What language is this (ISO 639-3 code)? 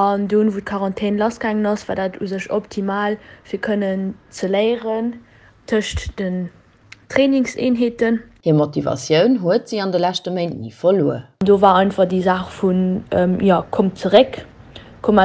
ltz